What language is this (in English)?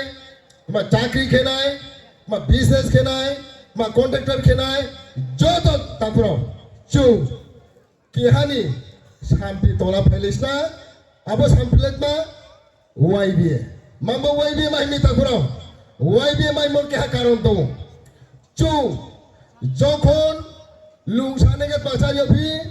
Riang (India)